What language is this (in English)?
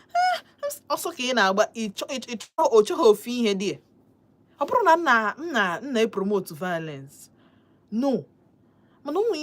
Igbo